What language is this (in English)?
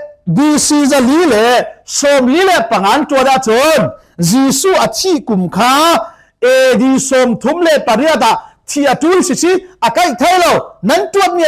Falam Chin